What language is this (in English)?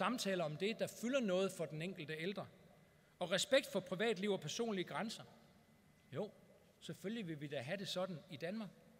Danish